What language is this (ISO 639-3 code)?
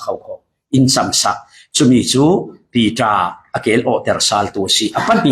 cfm